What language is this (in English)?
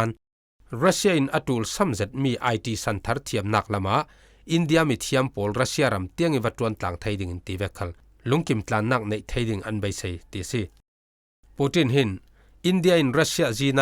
Falam Chin